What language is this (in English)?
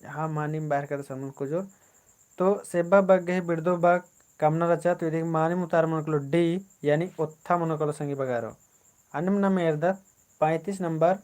Kurukh